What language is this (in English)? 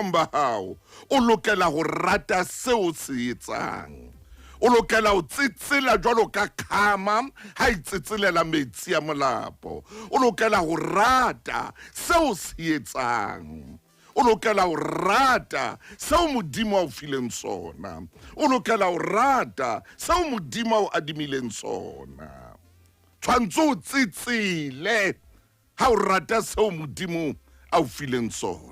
Southern Sotho